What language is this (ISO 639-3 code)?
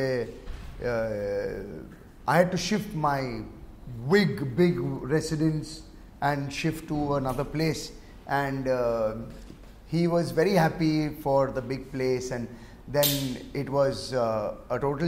hin